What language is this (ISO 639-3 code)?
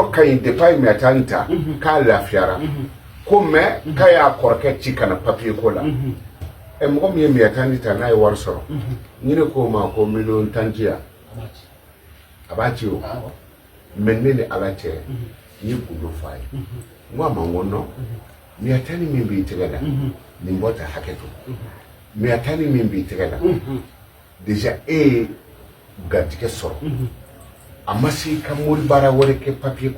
bam